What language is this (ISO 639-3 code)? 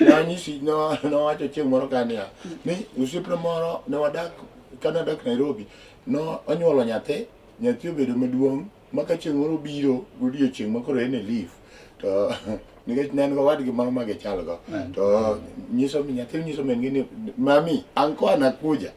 luo